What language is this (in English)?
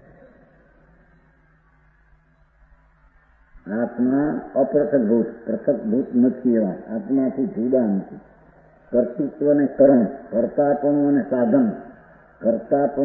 Gujarati